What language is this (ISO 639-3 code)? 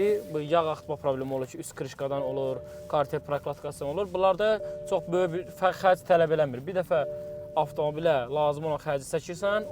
aze